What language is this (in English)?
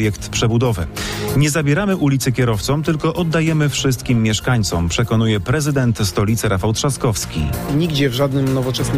Polish